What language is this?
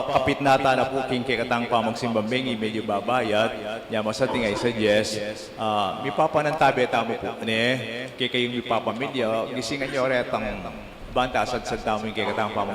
Pampanga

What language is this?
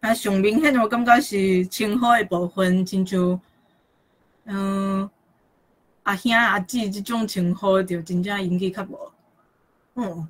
Min Nan Chinese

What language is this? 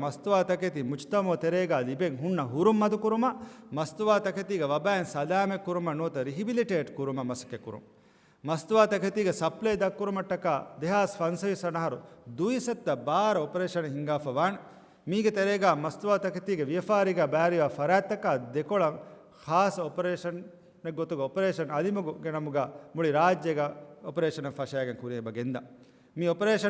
Divehi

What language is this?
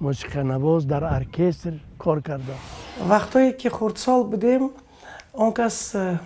Tajik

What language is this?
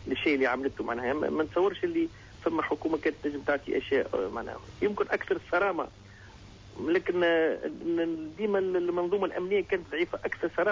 Tunisian Arabic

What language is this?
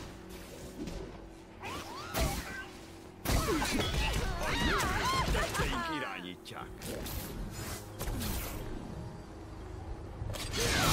Hungarian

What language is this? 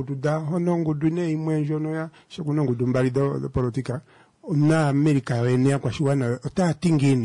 Kuanyama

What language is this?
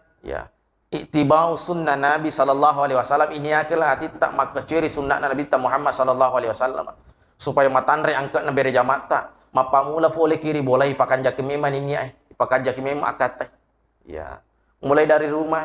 Buginese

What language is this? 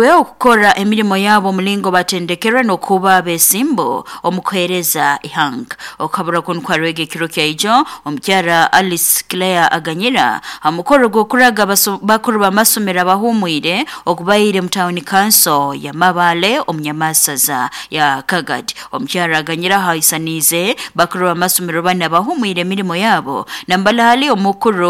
Nyoro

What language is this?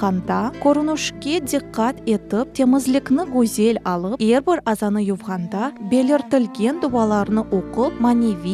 Crimean Tatar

